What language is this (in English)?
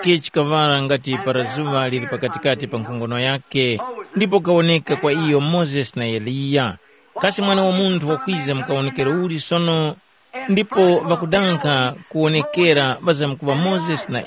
Tumbuka